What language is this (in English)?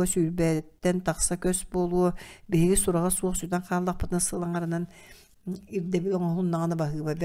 Yakut